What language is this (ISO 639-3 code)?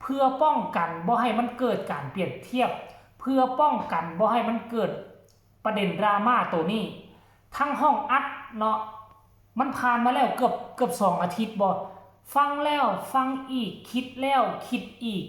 tts